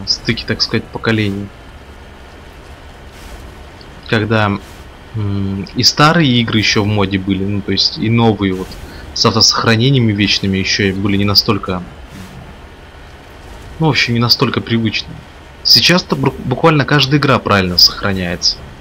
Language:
Russian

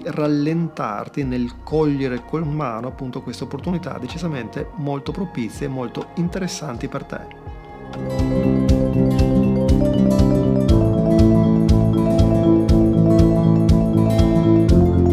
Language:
Italian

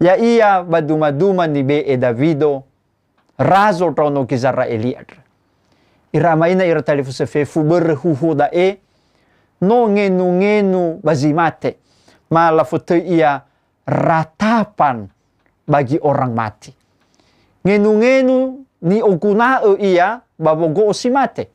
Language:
Nias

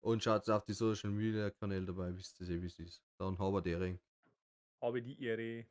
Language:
Bavarian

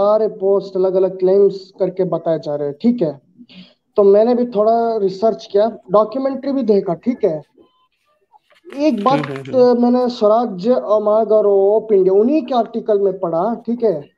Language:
Hindi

